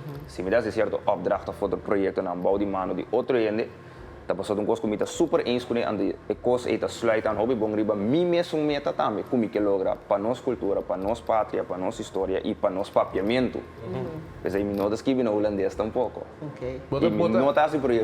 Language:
Papiamento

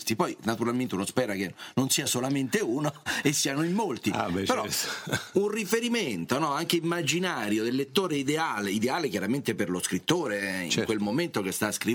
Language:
Italian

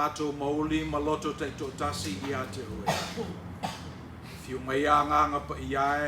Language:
Samoan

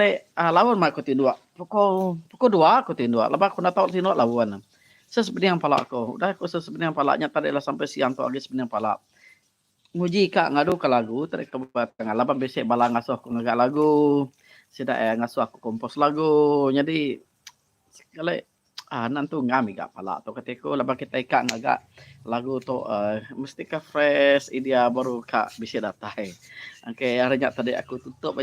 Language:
Iban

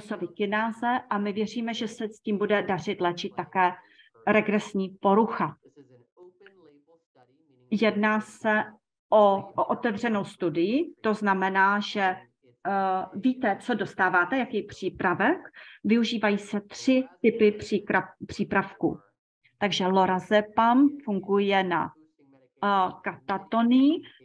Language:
Czech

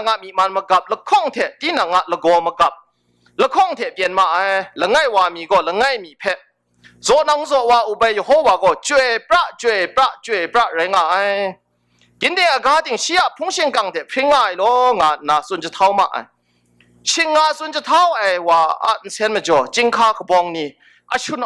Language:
Kachin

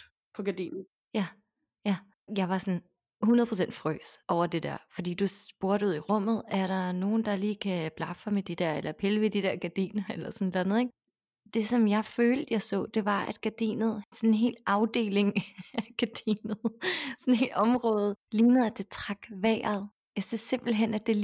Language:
Danish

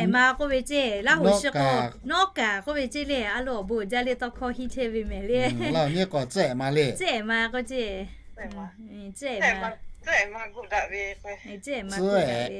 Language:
Lahu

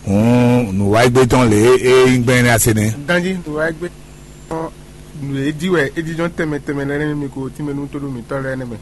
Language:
Fon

